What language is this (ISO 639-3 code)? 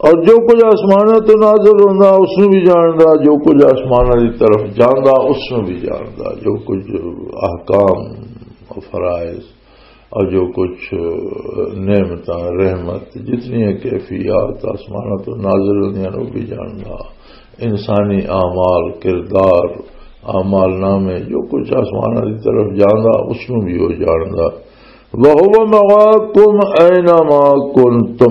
lah